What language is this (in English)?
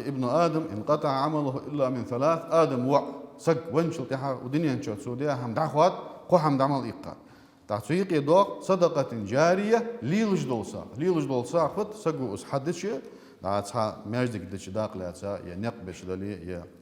Ingush